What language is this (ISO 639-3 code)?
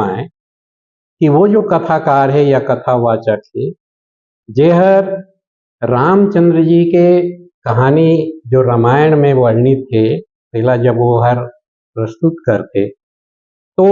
hne